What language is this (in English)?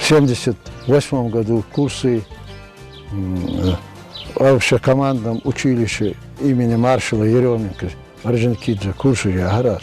Ingush